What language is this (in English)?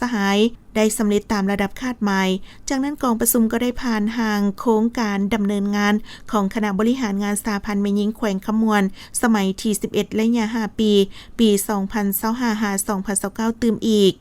Lao